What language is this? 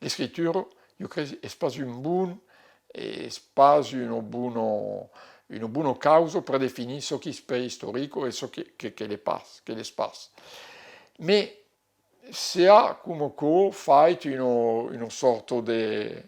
Occitan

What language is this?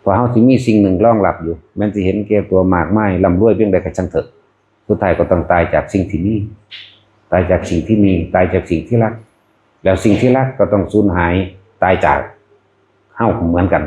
Northeastern Thai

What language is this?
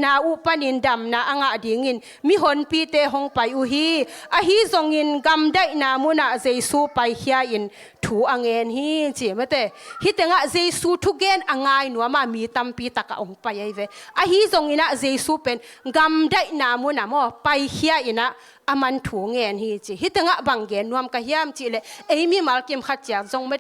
Tedim Chin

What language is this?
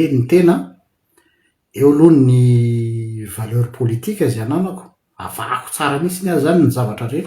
Malagasy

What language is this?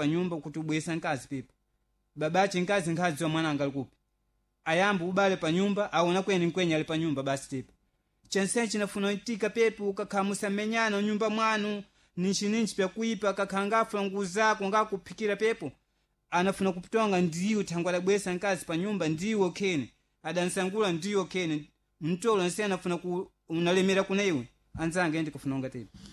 Sena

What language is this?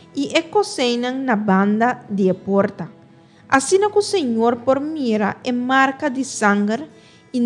Papiamento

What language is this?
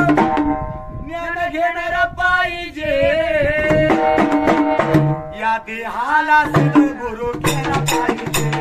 Marathi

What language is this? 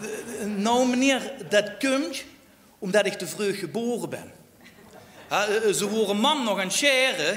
Limburgish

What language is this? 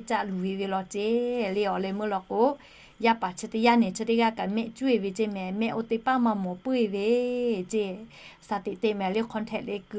Lahu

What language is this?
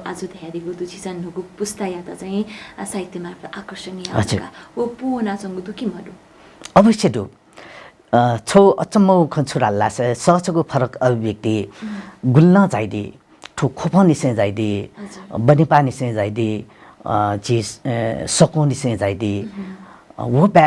Newari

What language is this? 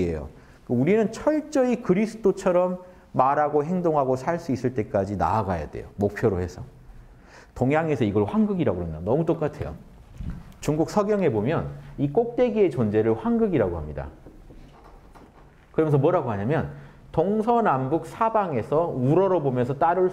Korean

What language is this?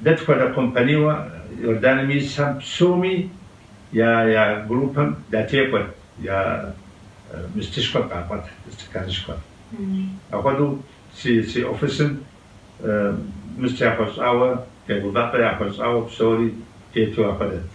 Kabardian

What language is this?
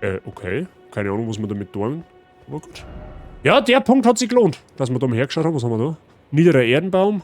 Bavarian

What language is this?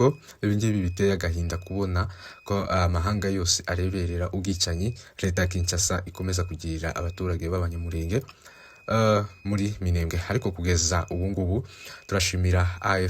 Kinyarwanda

